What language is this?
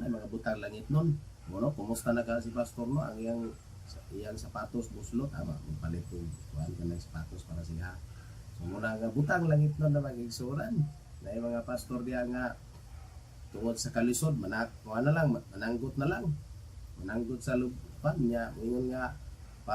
Cebuano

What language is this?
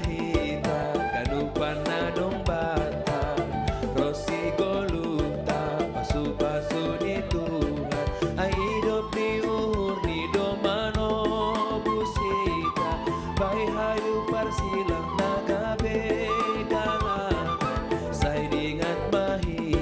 Batak Simalungun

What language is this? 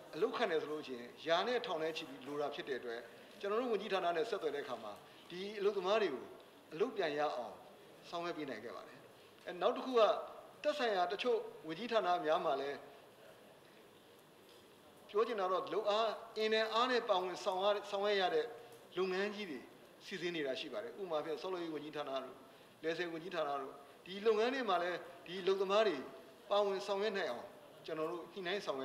Burmese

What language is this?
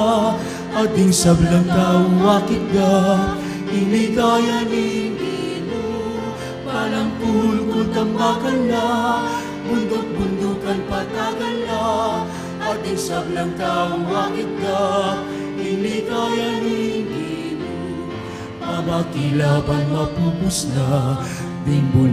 Pampanga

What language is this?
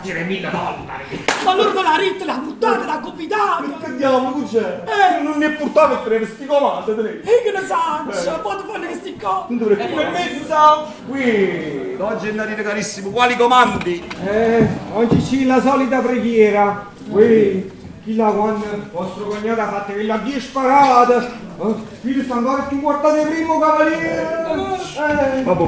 Neapolitan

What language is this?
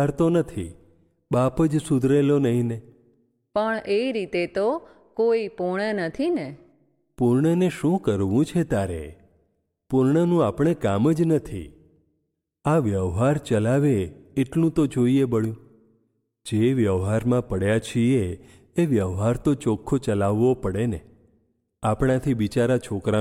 Gujarati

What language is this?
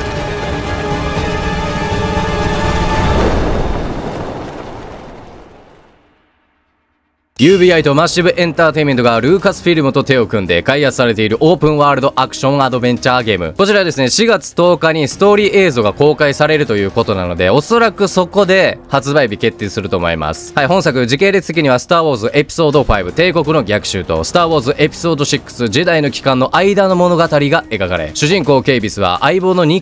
Japanese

